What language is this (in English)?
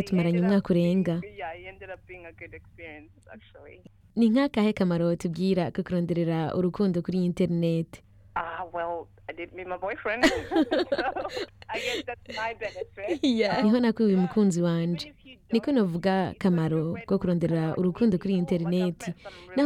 Rundi